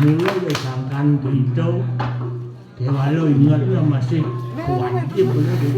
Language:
Balinese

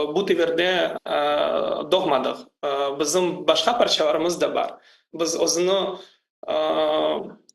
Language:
Crimean Tatar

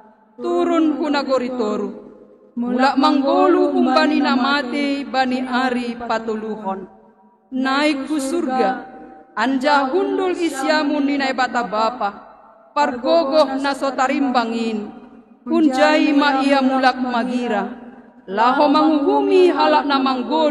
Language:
Batak Simalungun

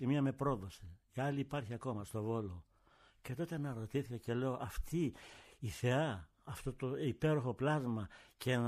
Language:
Greek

